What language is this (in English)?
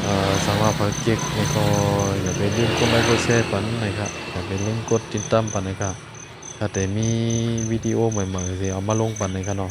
Shan